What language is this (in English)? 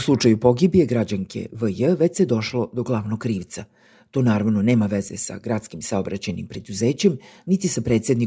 Serbian